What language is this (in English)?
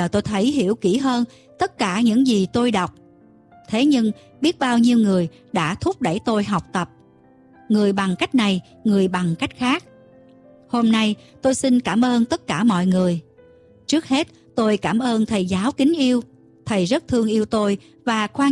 Vietnamese